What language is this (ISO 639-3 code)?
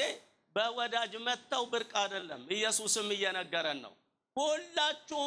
amh